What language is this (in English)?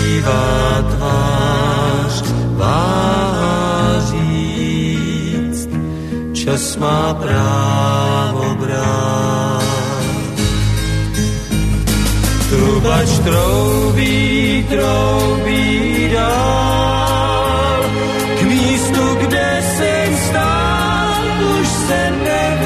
Czech